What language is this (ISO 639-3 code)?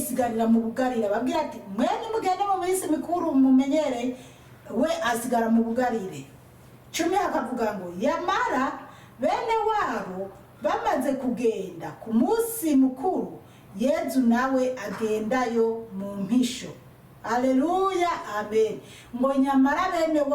run